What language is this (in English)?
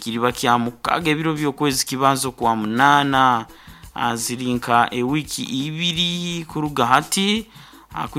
Nyankole